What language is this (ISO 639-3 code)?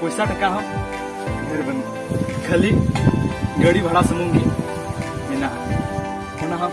sat